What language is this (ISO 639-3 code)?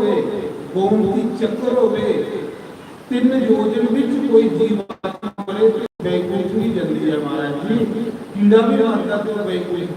doi